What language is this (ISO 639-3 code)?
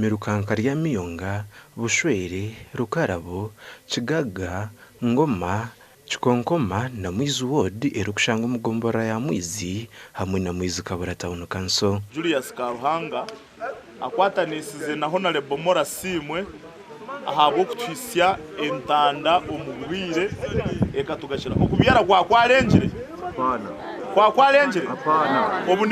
nyn